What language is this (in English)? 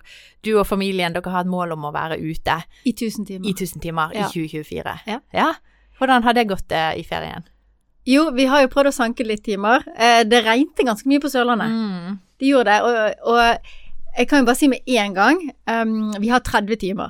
Norwegian